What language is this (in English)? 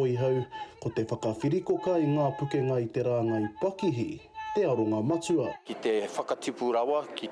Māori